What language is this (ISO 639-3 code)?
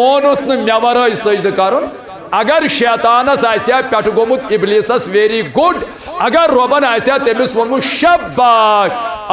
kas